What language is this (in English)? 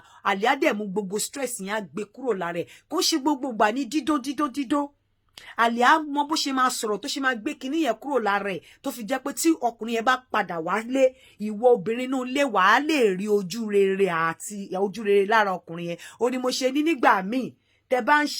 Yoruba